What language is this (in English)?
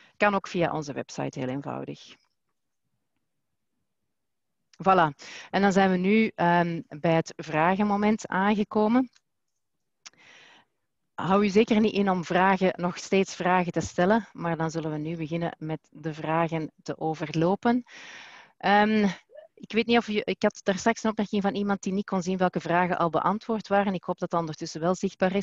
Dutch